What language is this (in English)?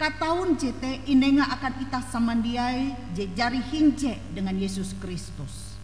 Ngaju